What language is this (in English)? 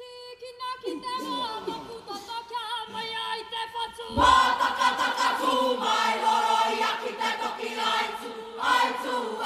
Māori